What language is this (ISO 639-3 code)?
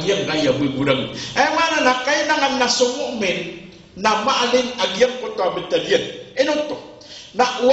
mrw